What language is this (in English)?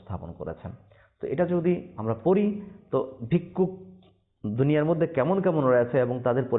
Bangla